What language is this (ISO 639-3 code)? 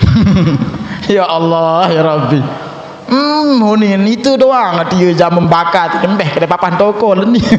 sas